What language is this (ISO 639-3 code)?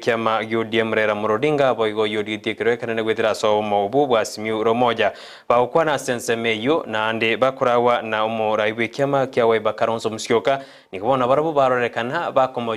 guz